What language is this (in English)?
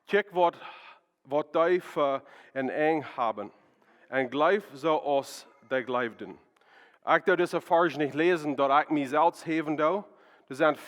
Plautdietsch